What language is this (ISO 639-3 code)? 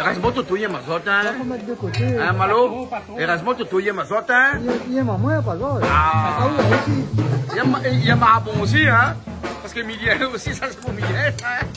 rcf